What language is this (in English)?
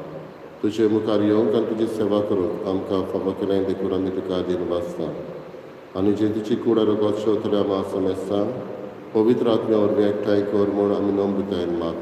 Konkani